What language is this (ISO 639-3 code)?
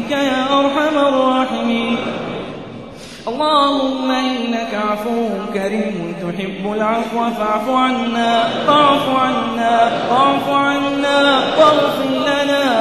ara